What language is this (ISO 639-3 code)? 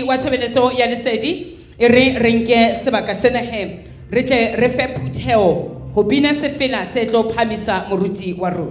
sot